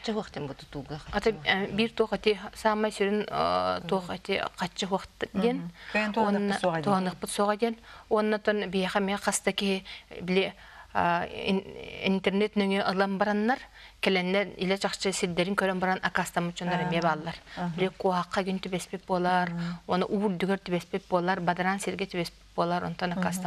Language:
Yakut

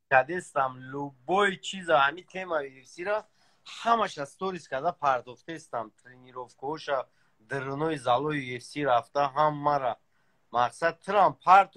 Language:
Tajik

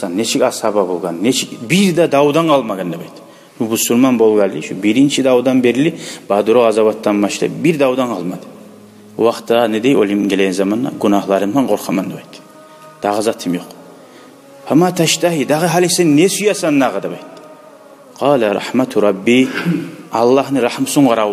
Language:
Kumyk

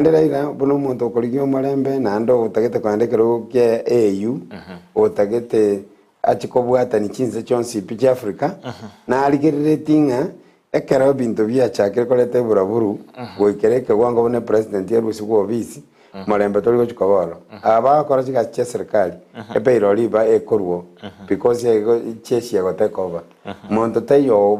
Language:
Gusii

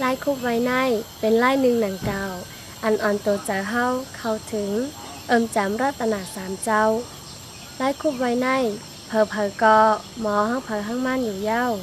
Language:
Shan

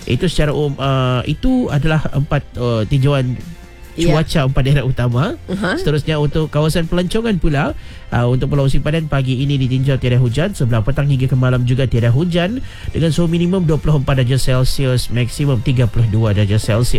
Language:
Malay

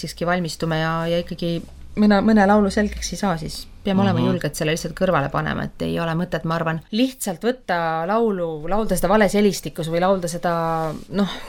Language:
Estonian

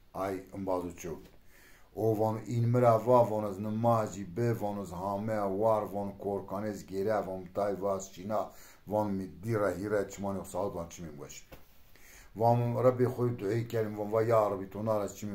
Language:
Zaza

